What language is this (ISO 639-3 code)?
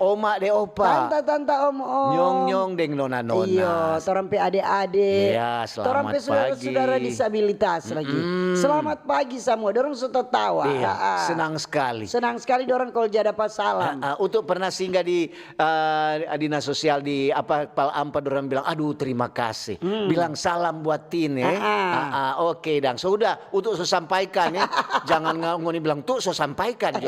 xmm